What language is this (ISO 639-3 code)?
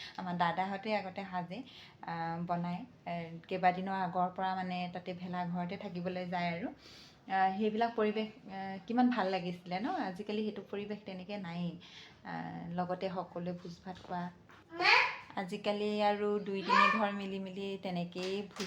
asm